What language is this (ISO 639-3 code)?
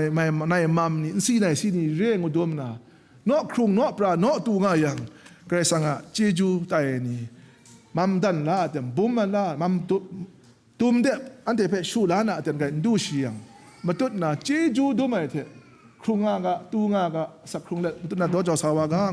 kac